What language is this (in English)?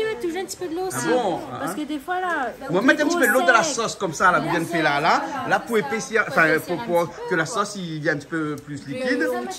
Réunion Creole French